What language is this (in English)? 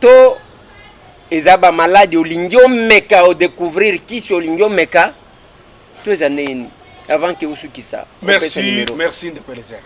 Lingala